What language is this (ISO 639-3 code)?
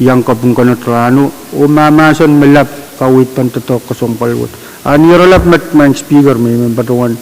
pon